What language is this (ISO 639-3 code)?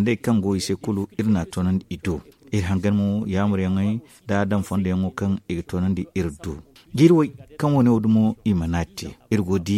dje